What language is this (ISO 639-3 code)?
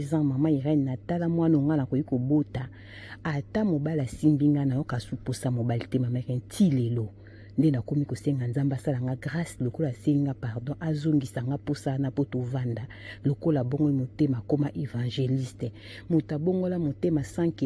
lin